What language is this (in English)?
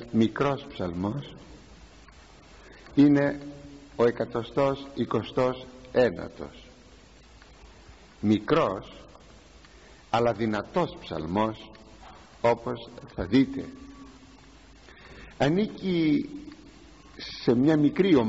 Greek